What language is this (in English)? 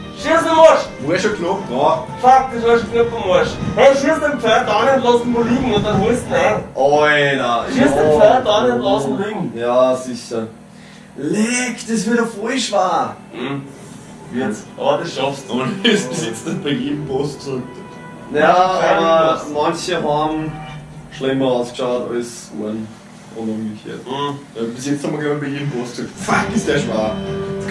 Bavarian